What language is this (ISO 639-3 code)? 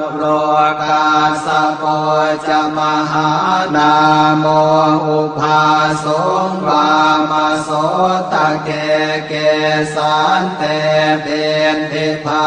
pli